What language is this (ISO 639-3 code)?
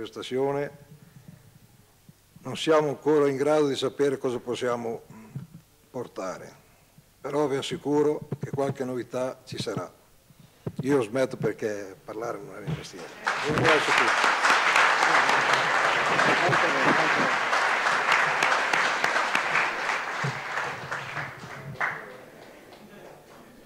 ita